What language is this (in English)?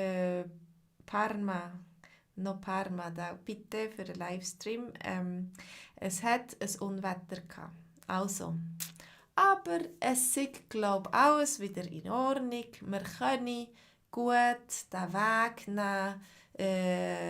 Swiss German